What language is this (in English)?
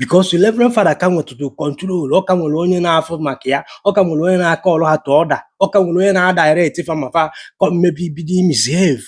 Igbo